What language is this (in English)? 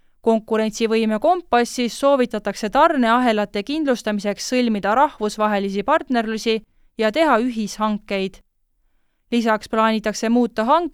Estonian